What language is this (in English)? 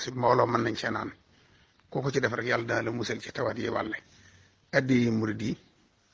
Wolof